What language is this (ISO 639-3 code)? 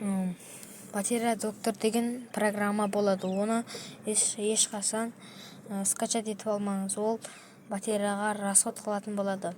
kaz